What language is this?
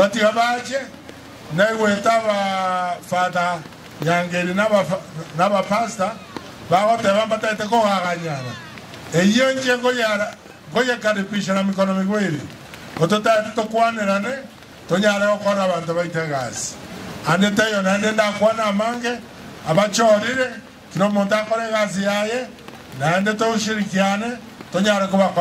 Gusii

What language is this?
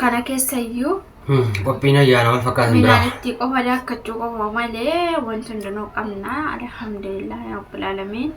Oromo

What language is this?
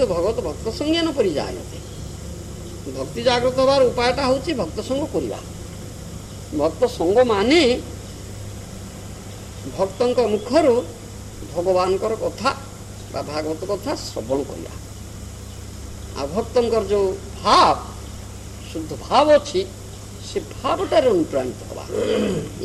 Odia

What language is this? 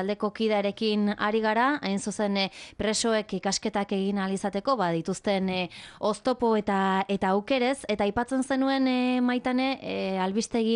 Basque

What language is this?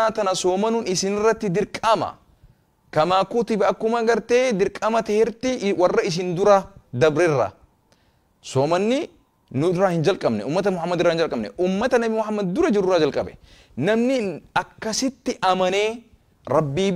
Oromo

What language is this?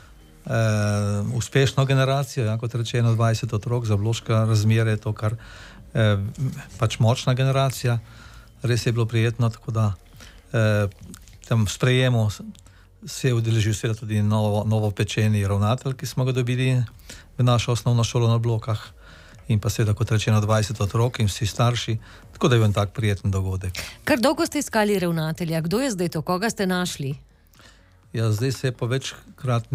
Slovenian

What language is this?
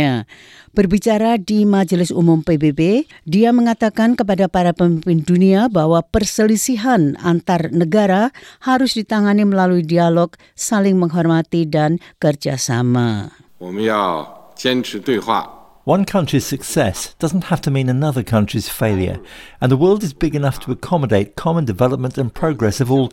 Indonesian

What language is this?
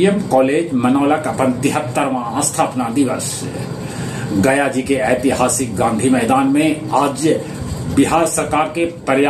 Magahi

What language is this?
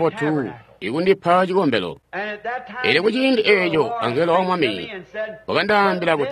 Tonga (Zambia)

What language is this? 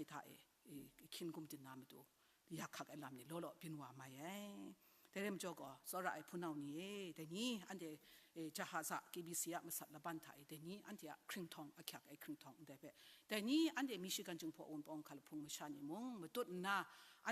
Kachin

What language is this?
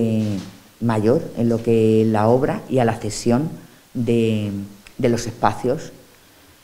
Spanish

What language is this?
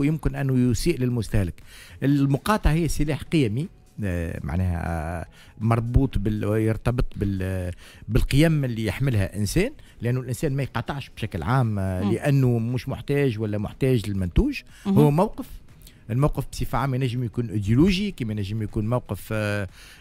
Tunisian Arabic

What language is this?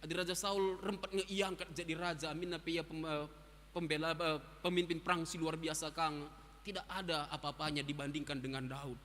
Batak Karo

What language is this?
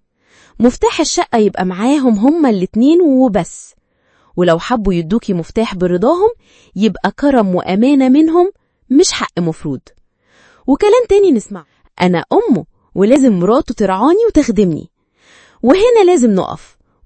Egyptian Arabic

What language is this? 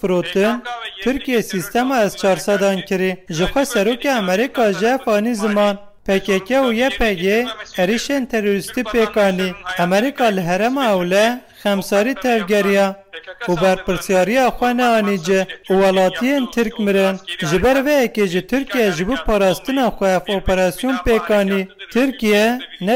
Kurdish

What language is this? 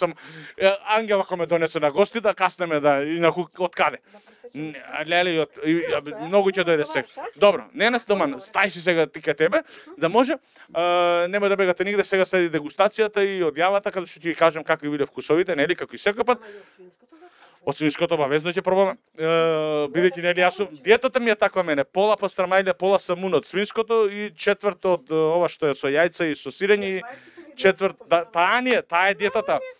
Macedonian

